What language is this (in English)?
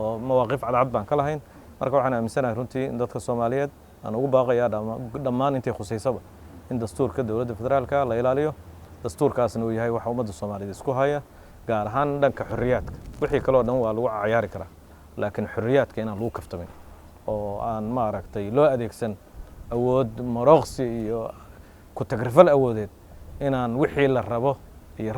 Somali